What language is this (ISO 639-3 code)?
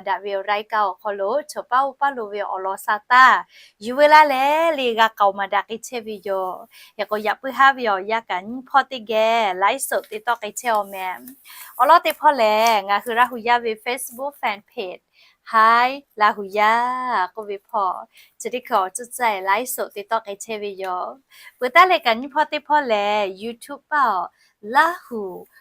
lhu